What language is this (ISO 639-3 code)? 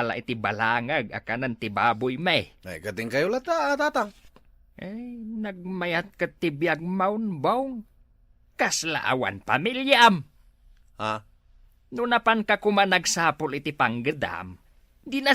ilo